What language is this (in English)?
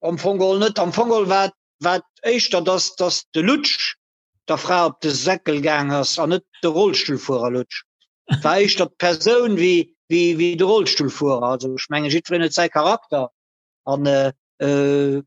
Luxembourgish